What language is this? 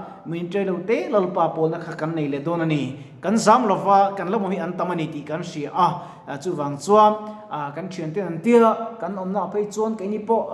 Mizo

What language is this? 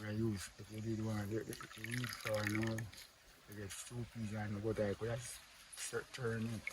Jamaican Creole English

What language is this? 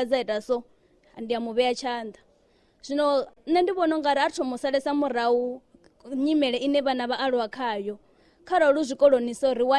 Venda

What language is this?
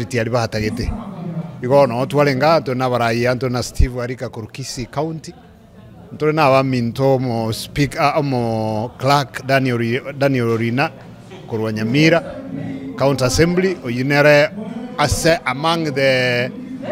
Gusii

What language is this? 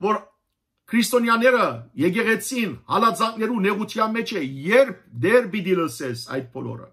Western Armenian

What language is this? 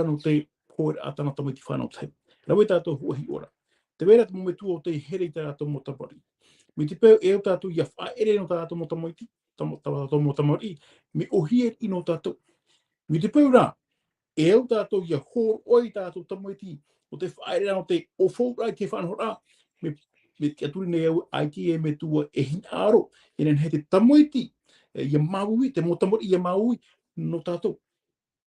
Tahitian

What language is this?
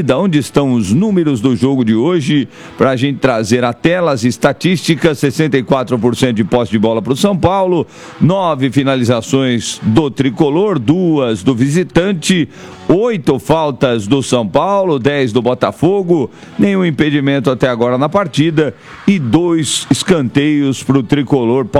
Portuguese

